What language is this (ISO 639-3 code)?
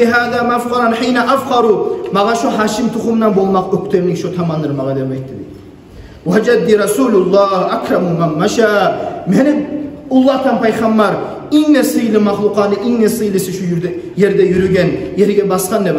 kum